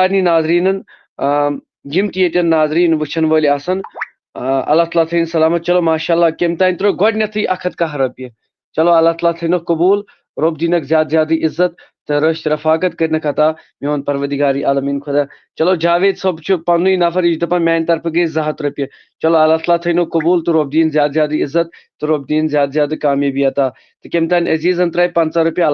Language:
Kashmiri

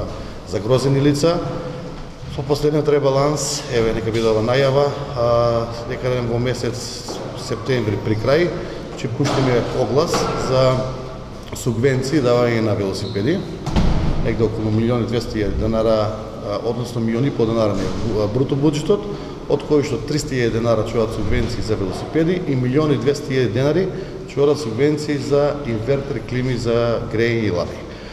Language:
Macedonian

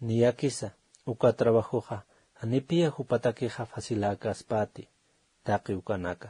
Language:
Aymara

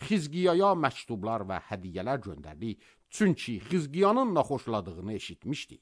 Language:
Azerbaijani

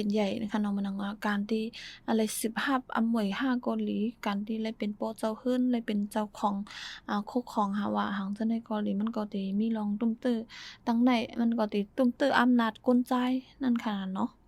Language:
Shan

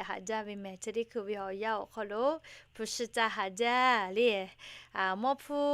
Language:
Lahu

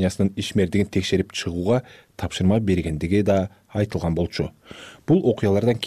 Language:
Kyrgyz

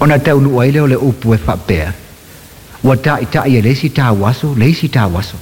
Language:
Samoan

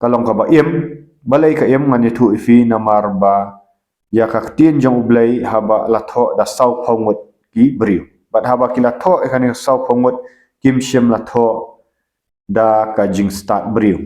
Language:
Khasi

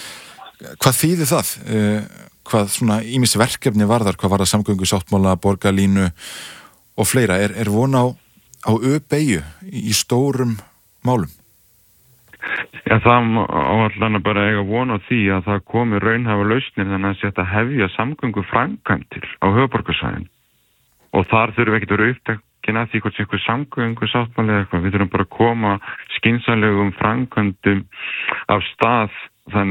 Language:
Icelandic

